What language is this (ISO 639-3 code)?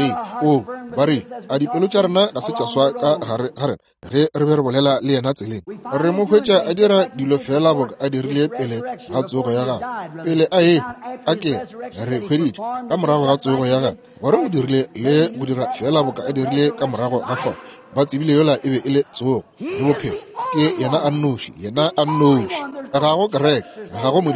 nso